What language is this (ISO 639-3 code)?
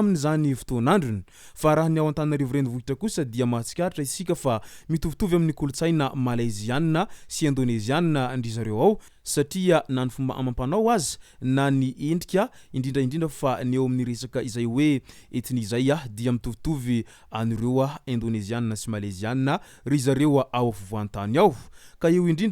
mlg